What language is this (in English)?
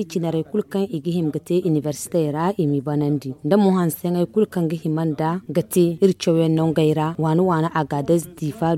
Zarma